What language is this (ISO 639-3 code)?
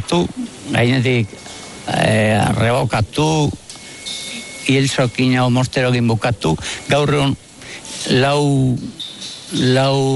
eus